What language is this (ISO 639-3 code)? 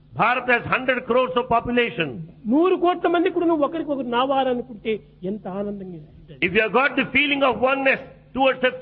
tel